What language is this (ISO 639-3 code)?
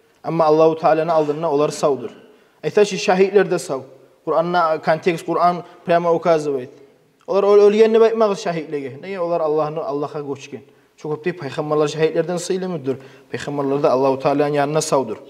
kum